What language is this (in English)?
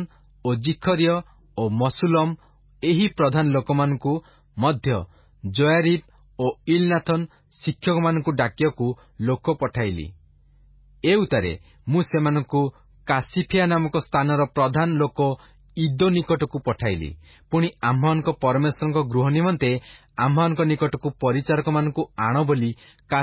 Odia